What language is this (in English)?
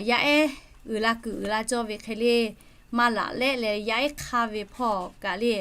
Lahu